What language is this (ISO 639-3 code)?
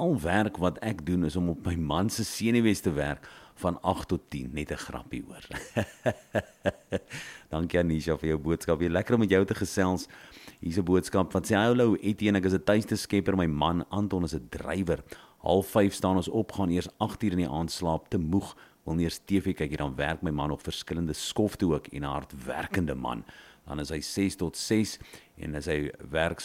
afr